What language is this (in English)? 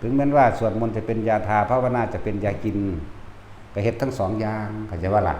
Northeastern Thai